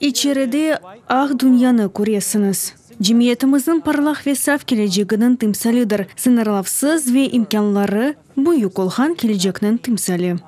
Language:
Crimean Tatar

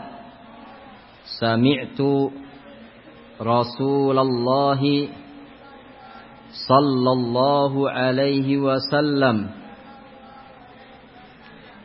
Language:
Indonesian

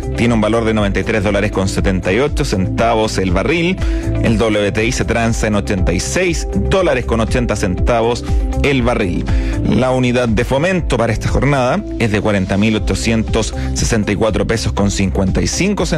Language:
Spanish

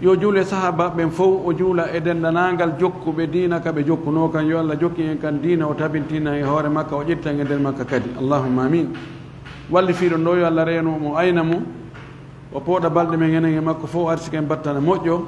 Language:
Fula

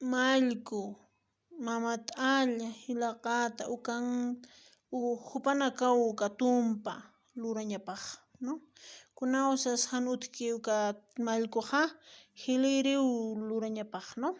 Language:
Aymara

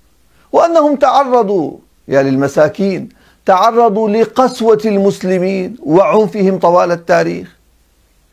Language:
Arabic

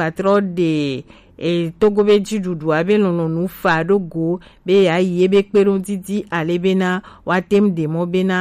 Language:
Gen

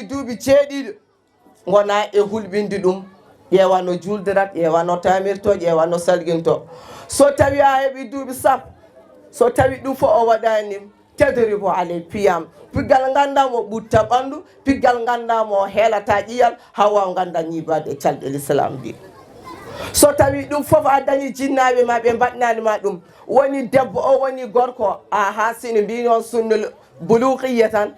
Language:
Fula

